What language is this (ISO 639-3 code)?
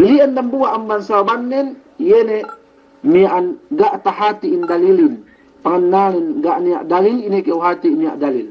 yka